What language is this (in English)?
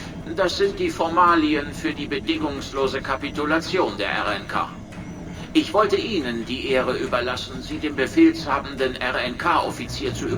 Bavarian